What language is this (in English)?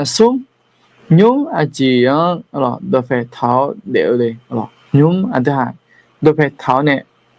Akha